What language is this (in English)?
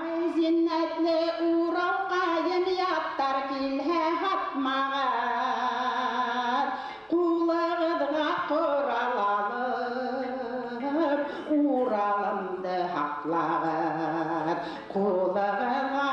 Bashkir